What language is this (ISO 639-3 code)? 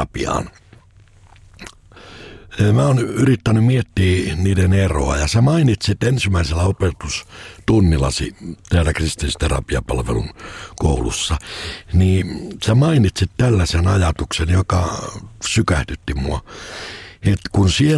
fin